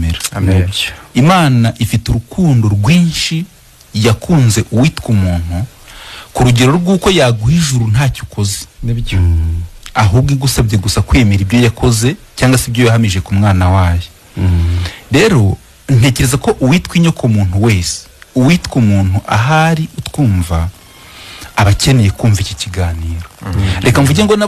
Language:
Kinyarwanda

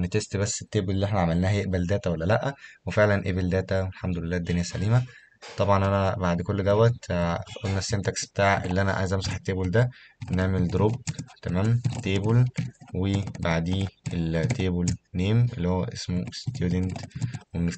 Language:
Egyptian Arabic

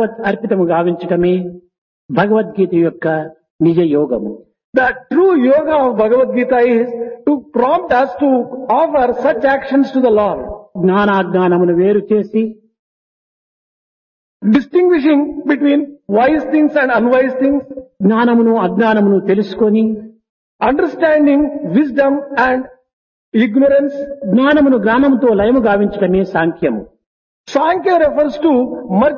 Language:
Telugu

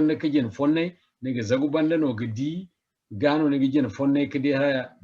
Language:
Zarma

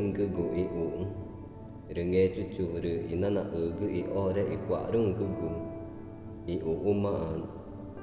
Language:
Ticuna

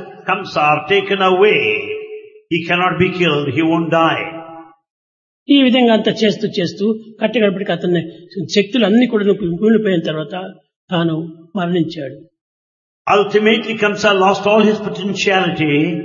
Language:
Telugu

